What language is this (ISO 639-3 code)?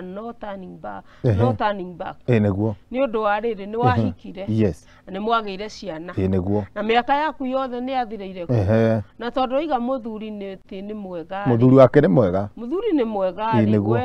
kik